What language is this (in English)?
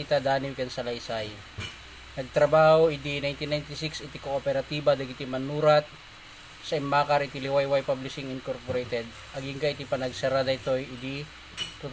Iloko